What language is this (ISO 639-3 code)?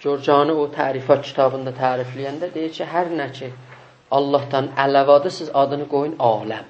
azb